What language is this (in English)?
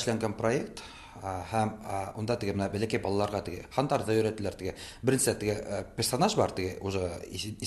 Tatar